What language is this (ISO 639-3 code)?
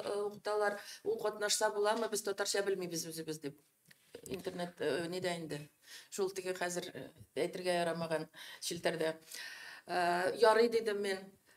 tat